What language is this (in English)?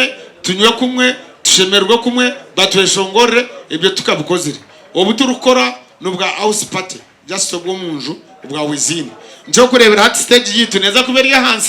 Nyankole